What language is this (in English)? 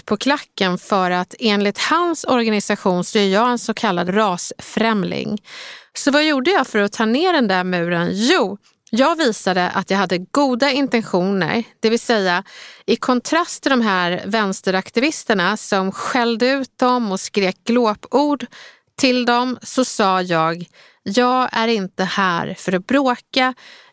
Swedish